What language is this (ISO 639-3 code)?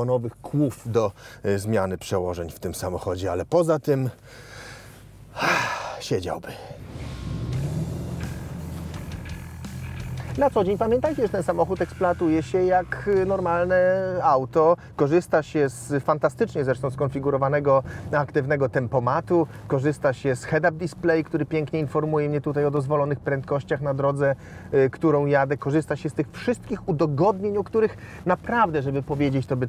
pol